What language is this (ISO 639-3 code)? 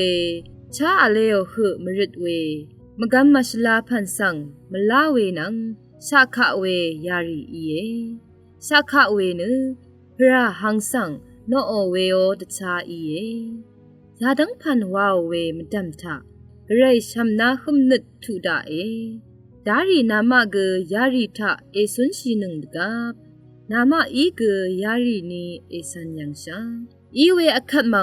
raw